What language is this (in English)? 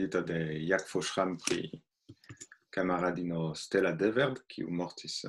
Esperanto